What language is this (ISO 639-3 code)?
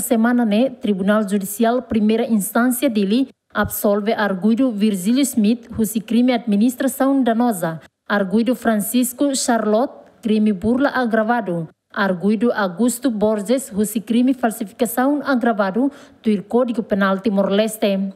tet